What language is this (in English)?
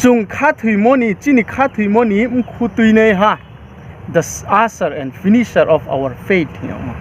Riang (India)